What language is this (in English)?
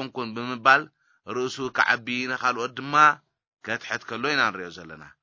Tigrinya